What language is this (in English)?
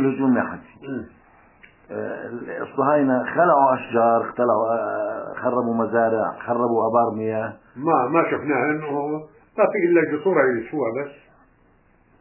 South Levantine Arabic